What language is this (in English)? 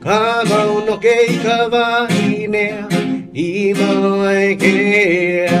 Hawaiian